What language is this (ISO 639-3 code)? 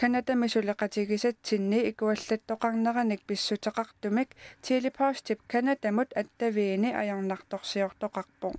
kal